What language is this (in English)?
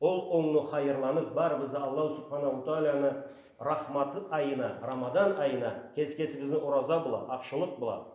Karachay-Balkar